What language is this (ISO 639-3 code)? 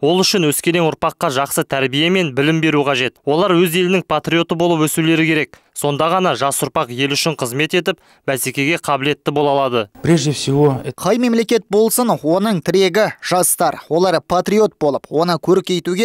kaz